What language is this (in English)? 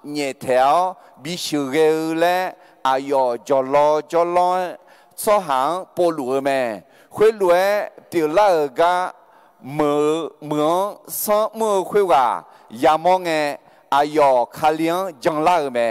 Akha